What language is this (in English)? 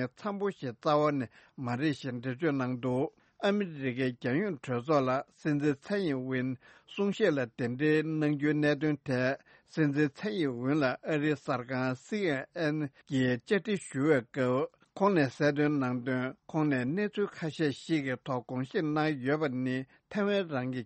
Tibetan